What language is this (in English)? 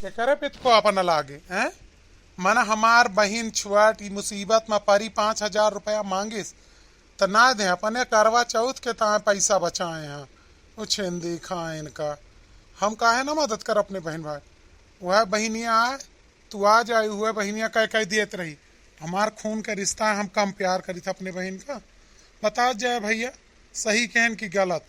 Awadhi